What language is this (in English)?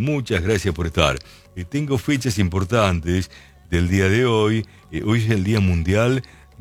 Spanish